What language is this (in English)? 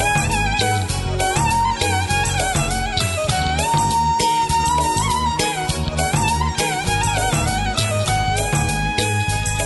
Tamil